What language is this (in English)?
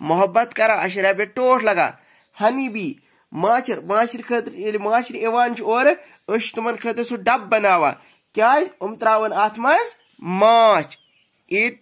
Kashmiri